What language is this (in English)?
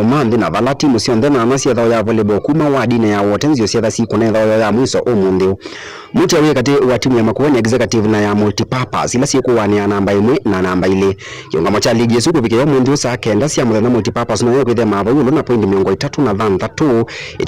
Kamba